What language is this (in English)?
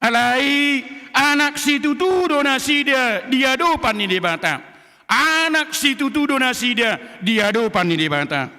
Batak Toba